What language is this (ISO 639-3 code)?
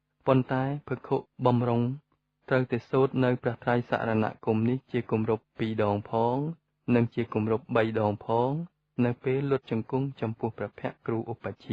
khm